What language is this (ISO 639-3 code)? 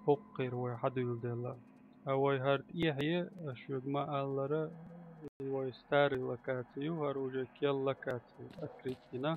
che